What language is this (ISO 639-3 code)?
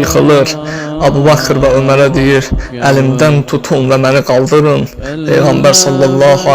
aze